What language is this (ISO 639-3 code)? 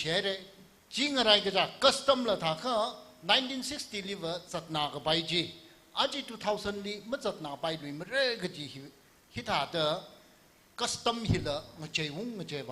nmf